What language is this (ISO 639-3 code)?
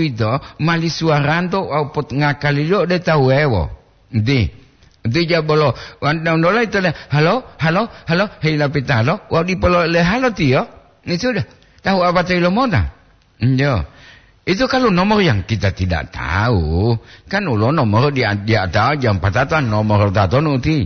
gor